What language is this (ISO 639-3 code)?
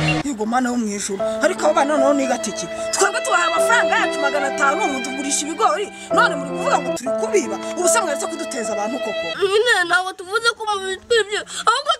kin